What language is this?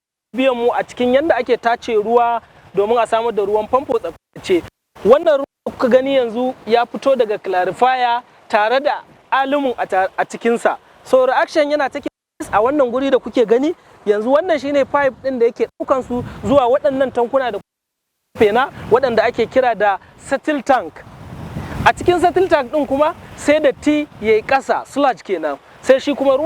Hausa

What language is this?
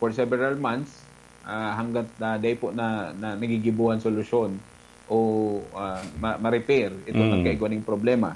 Bikol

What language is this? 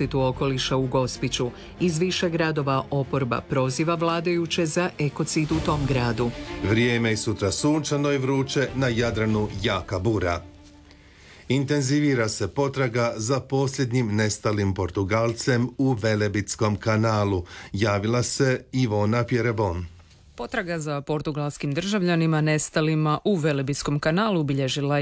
Croatian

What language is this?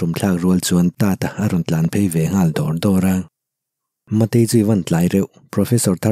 Mizo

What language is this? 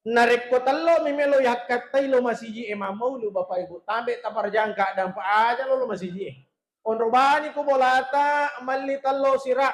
Buginese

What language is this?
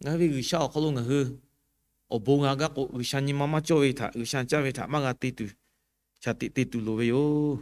Lahu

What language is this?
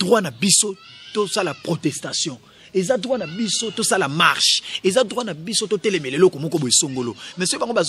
Lingala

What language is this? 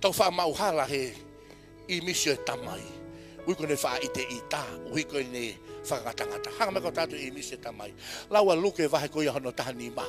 Tongan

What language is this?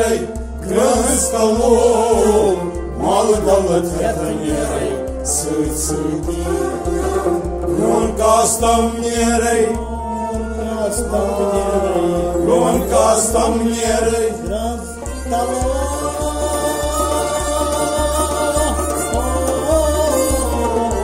Kashmiri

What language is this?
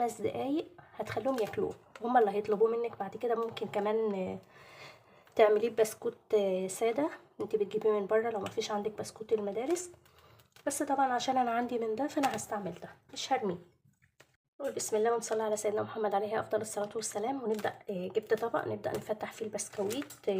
Egyptian Arabic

